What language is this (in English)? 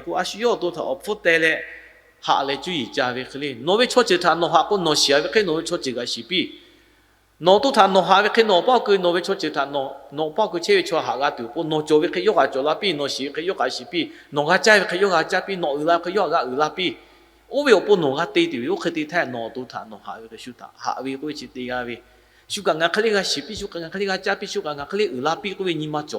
Lahu